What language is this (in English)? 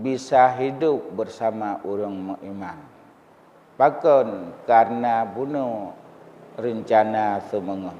Achinese